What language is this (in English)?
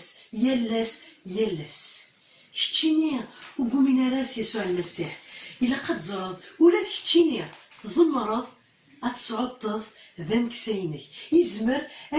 Kabyle